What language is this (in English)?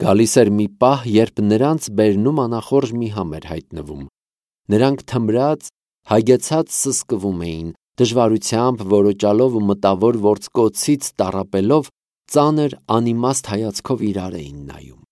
Armenian